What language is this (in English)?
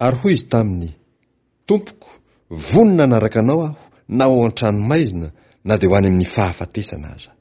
Malagasy